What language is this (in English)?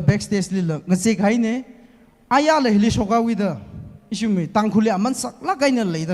Tangkhul Naga (India)